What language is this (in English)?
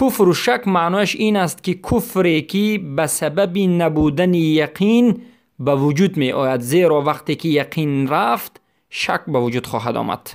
Persian